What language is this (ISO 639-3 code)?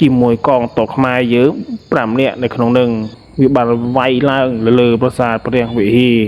khm